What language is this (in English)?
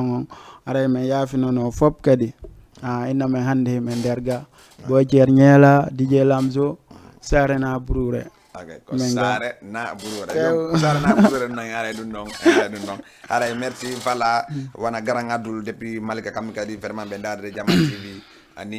Fula